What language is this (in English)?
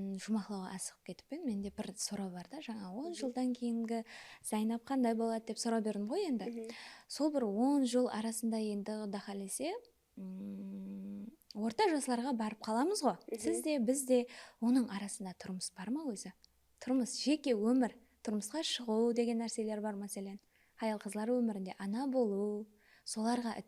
Kara-Kalpak